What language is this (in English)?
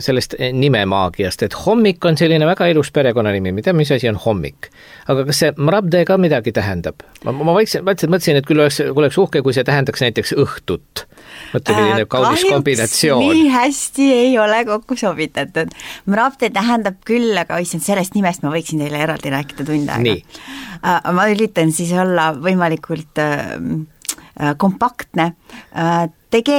Estonian